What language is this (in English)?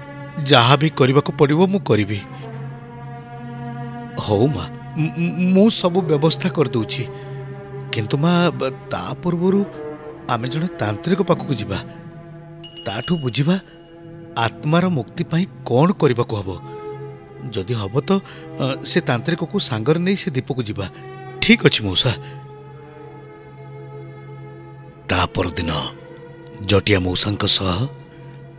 Odia